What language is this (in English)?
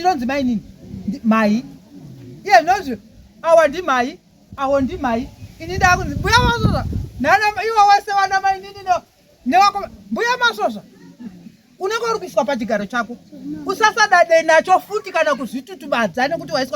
Shona